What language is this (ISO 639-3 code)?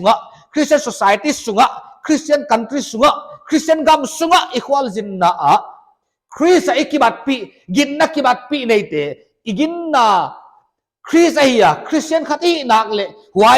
pck